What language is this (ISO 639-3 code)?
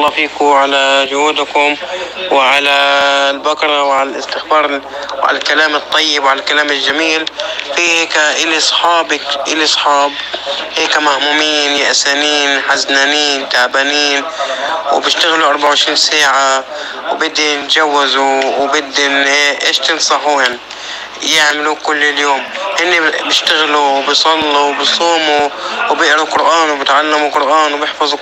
apc